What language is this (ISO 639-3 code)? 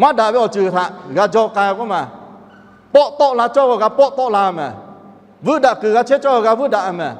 lhu